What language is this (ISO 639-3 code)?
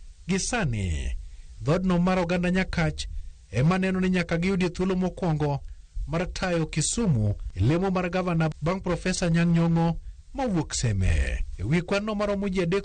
luo